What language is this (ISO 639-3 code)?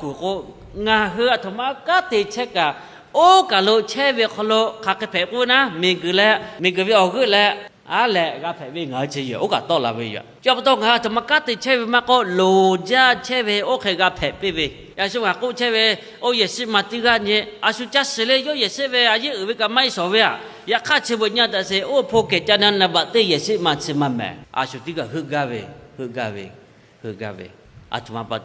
lhu